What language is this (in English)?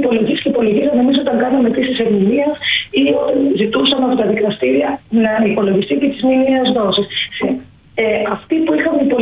Greek